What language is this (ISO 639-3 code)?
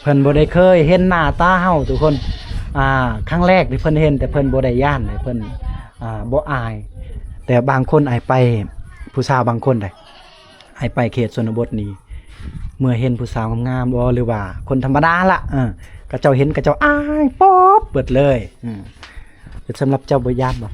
lao